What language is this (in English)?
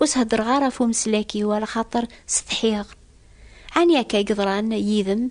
Kabyle